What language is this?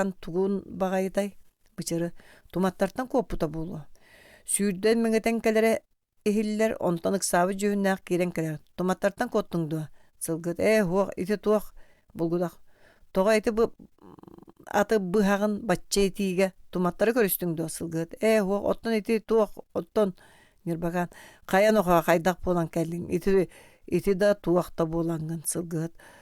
Yakut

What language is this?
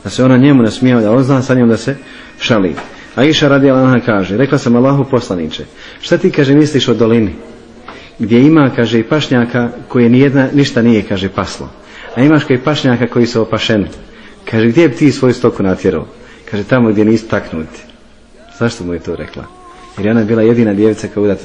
Bosnian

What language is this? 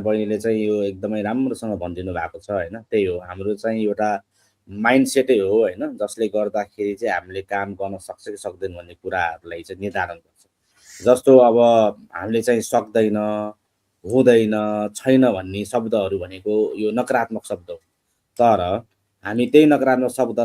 Nepali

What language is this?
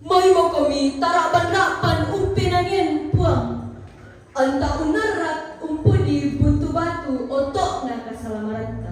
Toraja-Sa'dan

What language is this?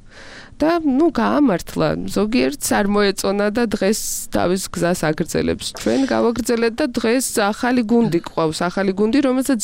Georgian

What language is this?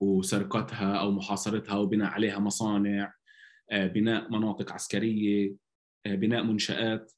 North Levantine Arabic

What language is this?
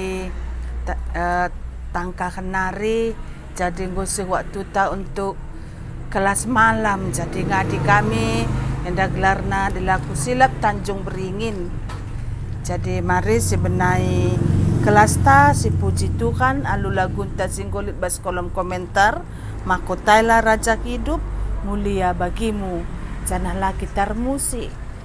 Batak Karo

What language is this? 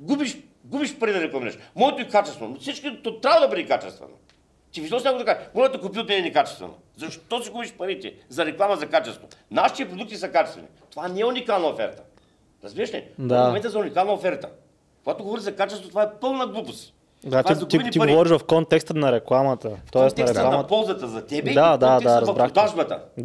Bulgarian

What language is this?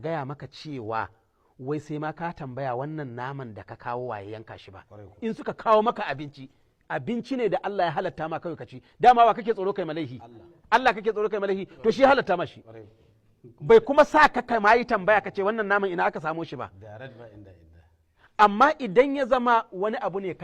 Hausa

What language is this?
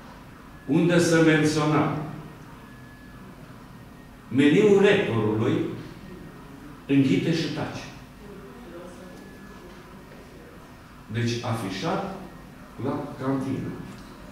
Romanian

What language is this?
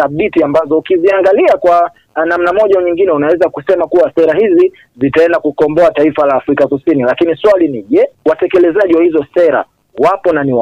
Swahili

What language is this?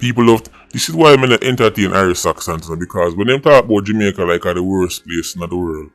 Jamaican Creole English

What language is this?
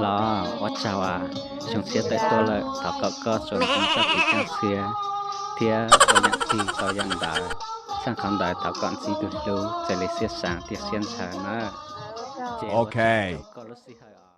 Hmong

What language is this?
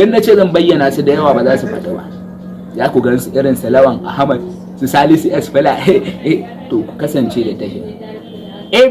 Hausa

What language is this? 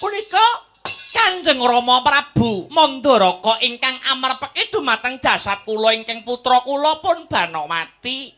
Javanese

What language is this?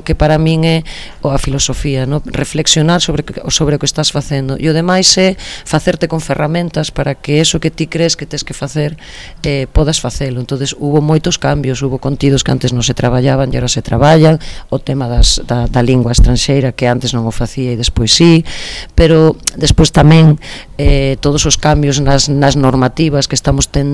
Galician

